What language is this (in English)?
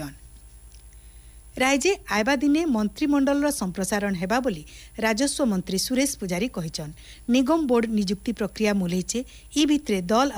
Odia